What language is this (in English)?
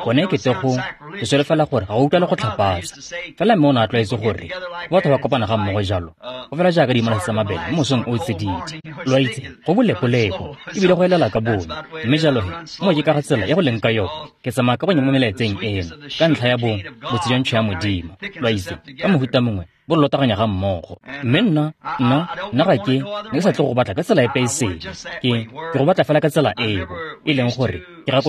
Tswana